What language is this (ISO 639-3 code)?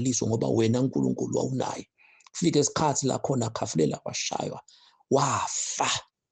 zul